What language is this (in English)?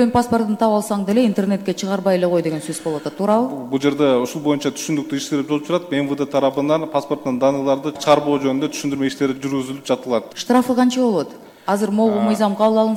Kyrgyz